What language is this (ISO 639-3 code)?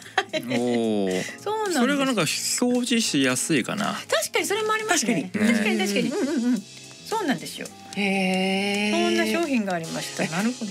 jpn